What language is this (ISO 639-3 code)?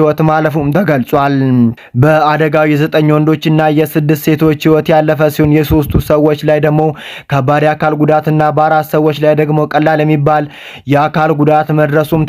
amh